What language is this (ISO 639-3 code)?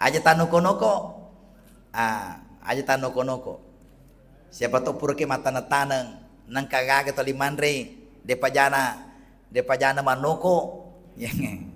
bug